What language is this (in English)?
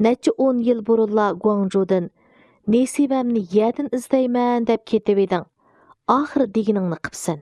Uyghur